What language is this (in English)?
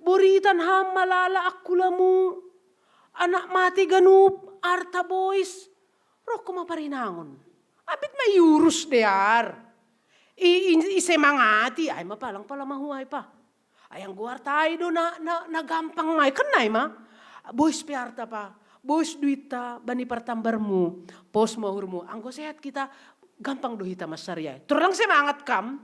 Batak Simalungun